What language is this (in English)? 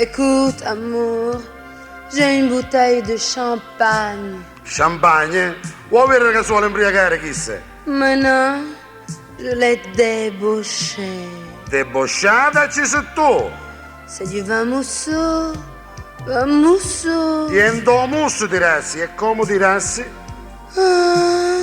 Sicilian